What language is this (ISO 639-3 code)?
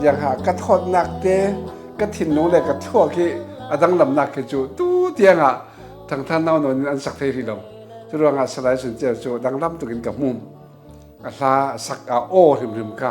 cfm